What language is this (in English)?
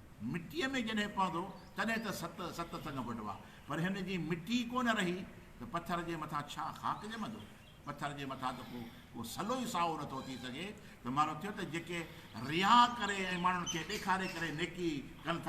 Sindhi